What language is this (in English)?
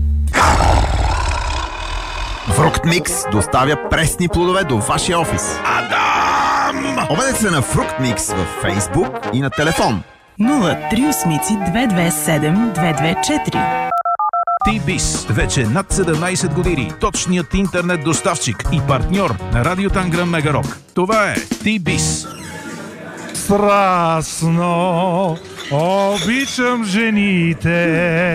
Bulgarian